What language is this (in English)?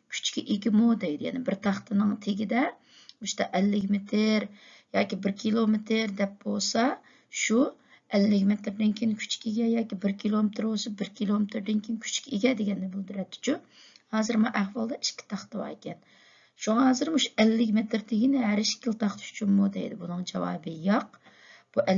Uyghur